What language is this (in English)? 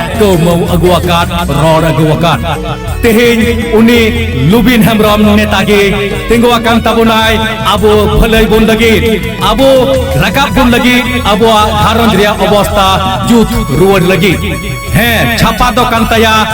Santali